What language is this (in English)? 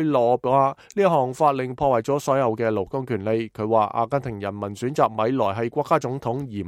Cantonese